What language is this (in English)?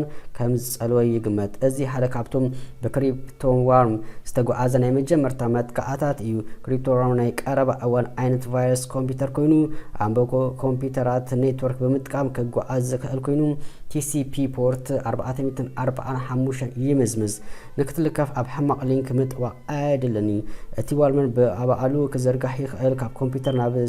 Tigrinya